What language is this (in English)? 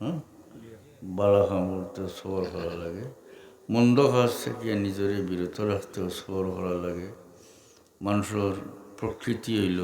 Sylheti